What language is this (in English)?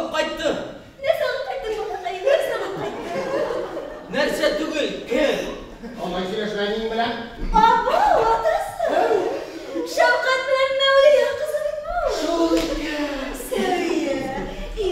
Tatar